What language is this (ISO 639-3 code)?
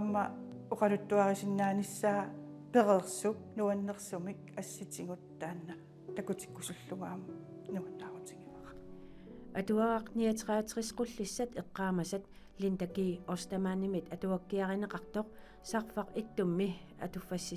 kal